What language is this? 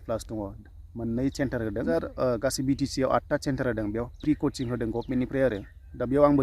Bodo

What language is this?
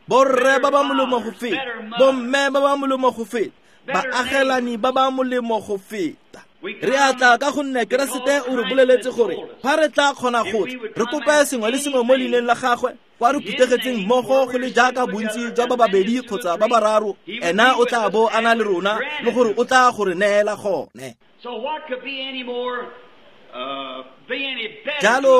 Tswana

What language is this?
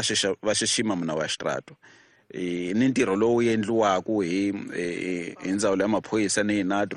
Tsonga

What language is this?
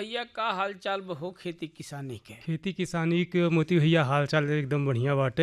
Bhojpuri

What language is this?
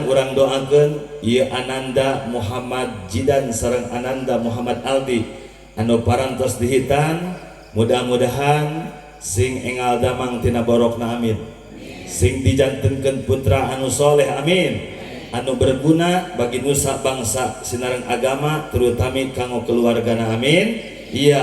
Sundanese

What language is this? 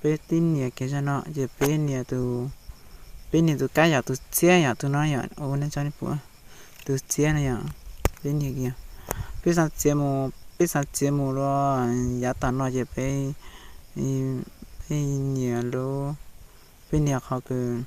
Hmong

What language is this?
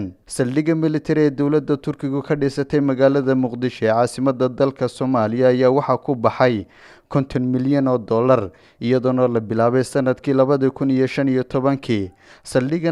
Somali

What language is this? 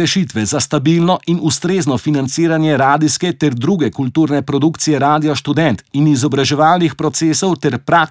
Slovenian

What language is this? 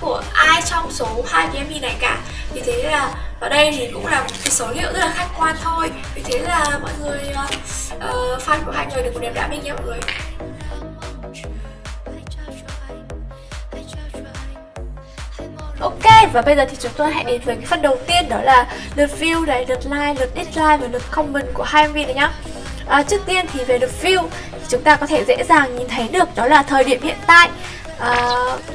Vietnamese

